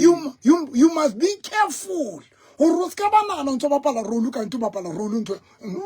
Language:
Southern Sotho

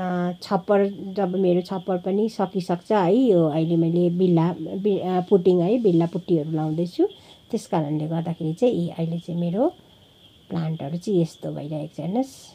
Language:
Nepali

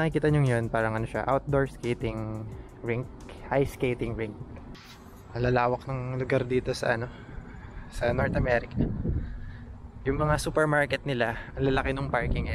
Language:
Filipino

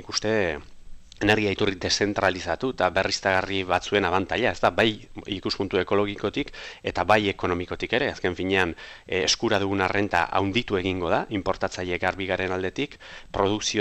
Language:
Basque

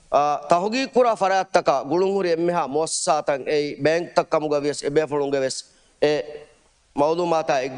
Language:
Divehi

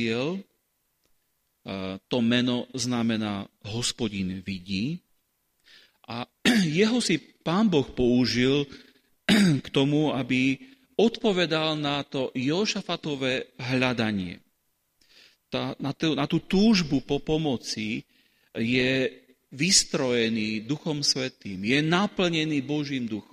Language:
Slovak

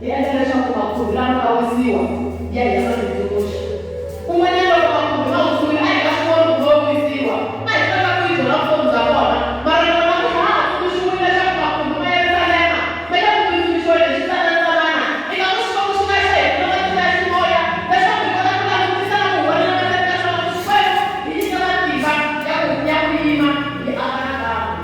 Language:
Tsonga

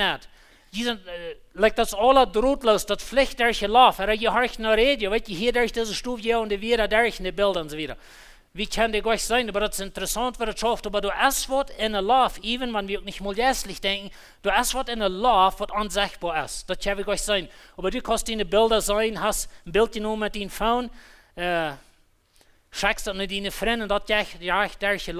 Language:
Plautdietsch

